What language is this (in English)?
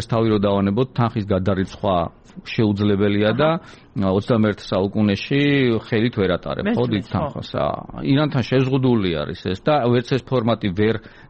Georgian